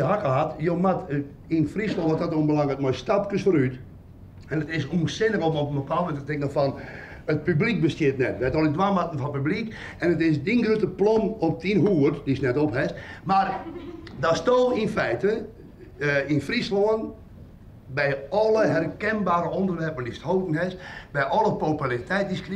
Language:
Western Frisian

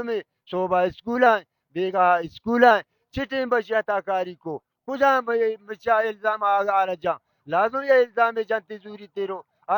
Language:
Baluchi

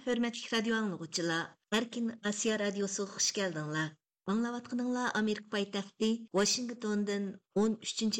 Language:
Uyghur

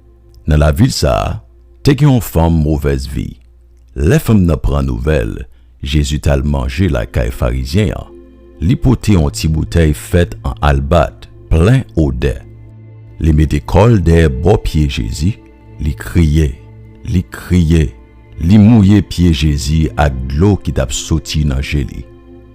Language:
Haitian Creole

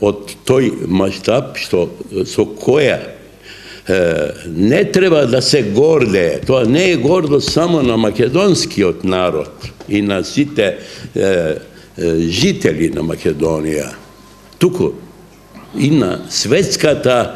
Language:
Macedonian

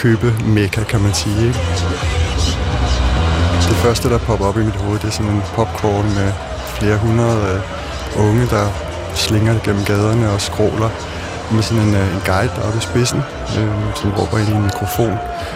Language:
Danish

